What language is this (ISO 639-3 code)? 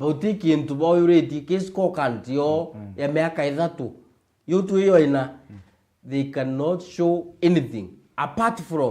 mer